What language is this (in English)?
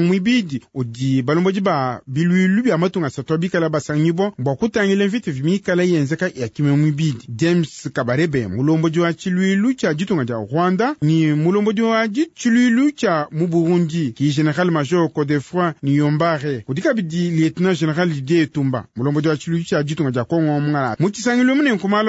Luba-Lulua